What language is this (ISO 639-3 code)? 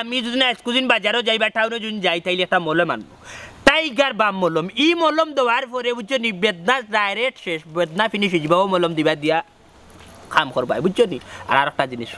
syl